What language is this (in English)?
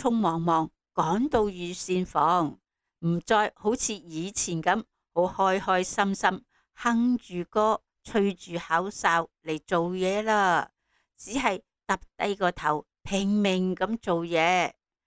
Cantonese